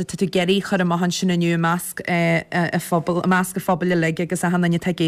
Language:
Irish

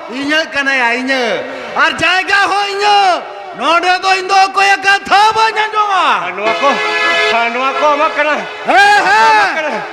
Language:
Santali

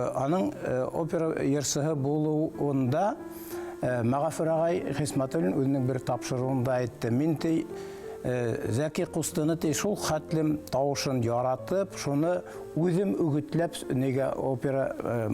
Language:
Bashkir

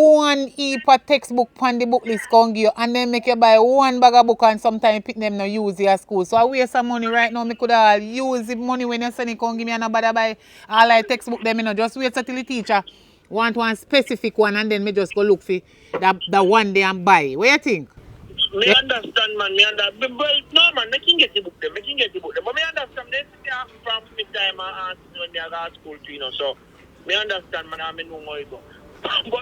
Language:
Jamaican Creole English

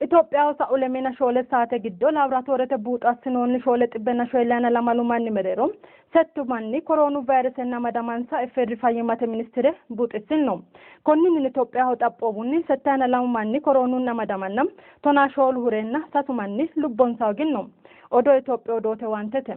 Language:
Sidamo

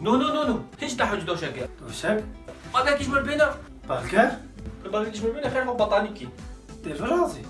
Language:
Kurdish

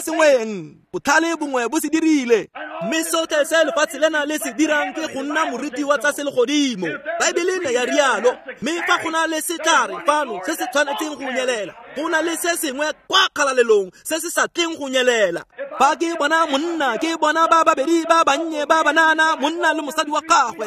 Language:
Tswana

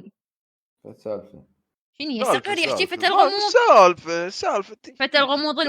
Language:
Mesopotamian Arabic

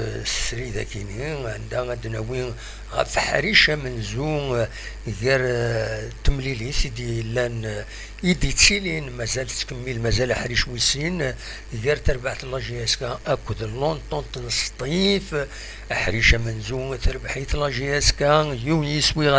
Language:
Kabyle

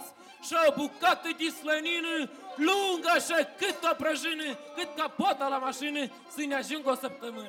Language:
Romanian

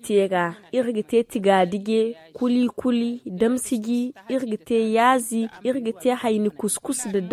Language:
Zarma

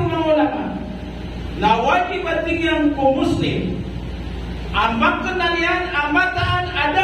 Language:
Maranao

